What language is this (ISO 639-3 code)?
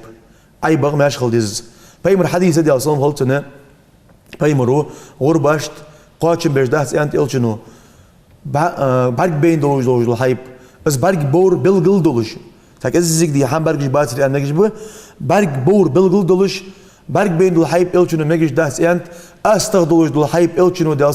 inh